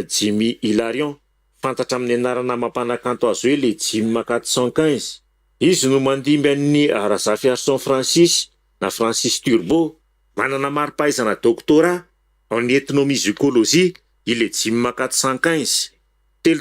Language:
Malagasy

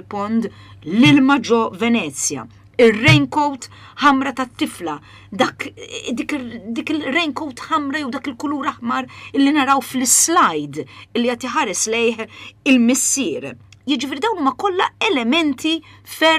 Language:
Maltese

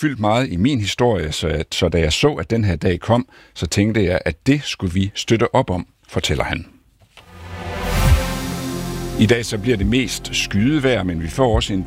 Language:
Danish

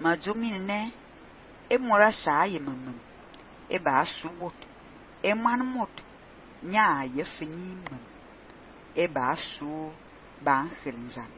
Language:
Fang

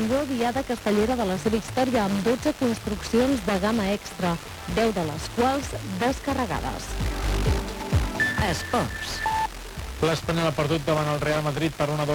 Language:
Catalan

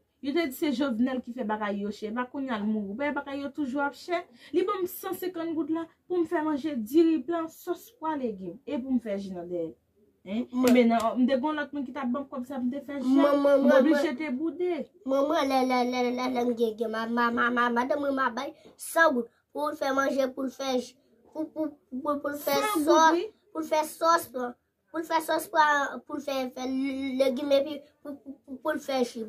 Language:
Haitian Creole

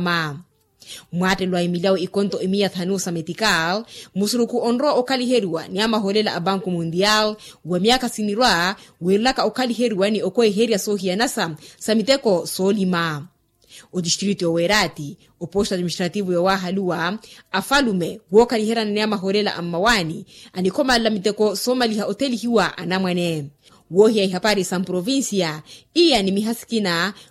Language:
Makhuwa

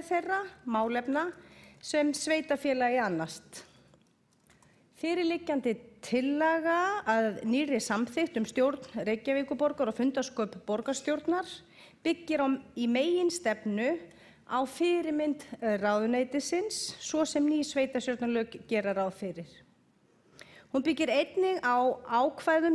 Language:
Icelandic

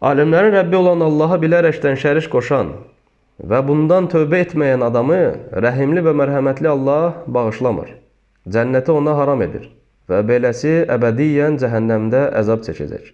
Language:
Azerbaijani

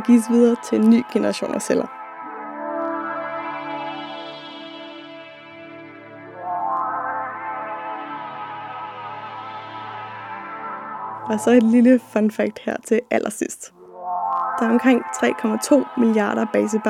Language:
Danish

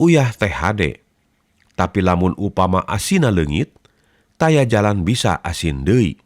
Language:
Sundanese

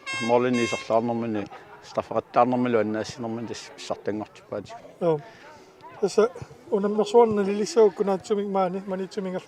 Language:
Kalaallisut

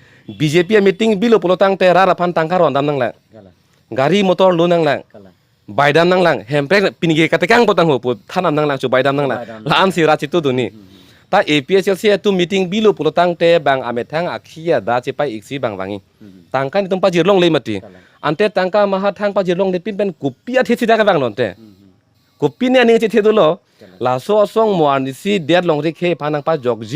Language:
Karbi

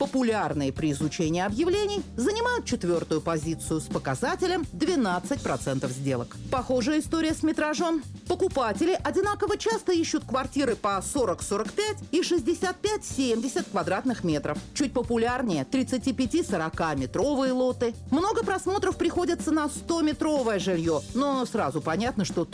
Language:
Russian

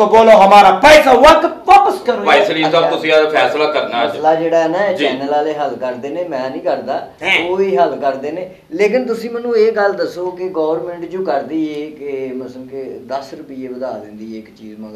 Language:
Punjabi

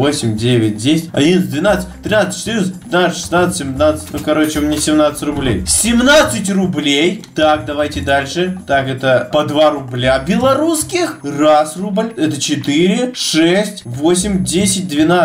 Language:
Russian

